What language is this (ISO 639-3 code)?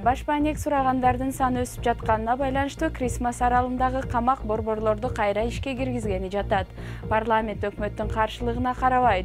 kir